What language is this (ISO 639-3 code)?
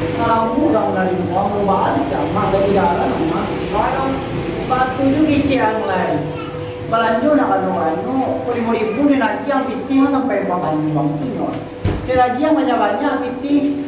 min